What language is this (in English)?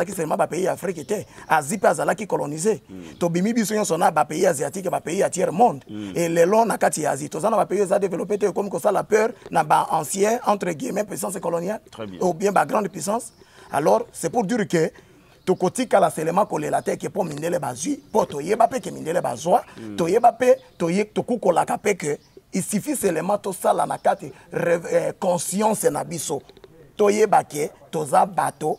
Lingala